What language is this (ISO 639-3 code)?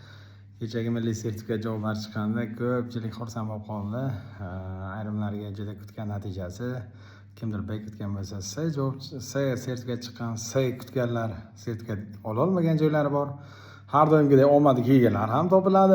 uzb